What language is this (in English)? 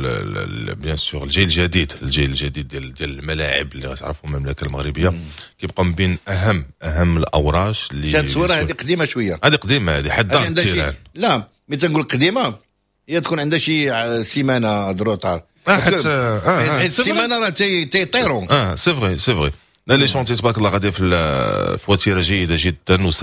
Moroccan Arabic